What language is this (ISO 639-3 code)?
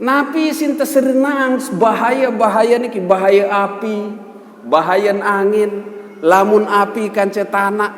sas